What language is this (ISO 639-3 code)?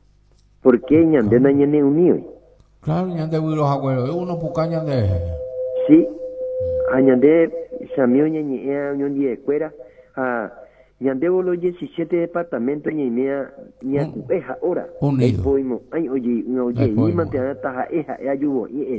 grn